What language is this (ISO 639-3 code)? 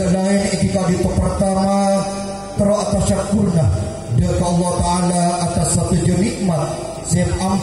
mad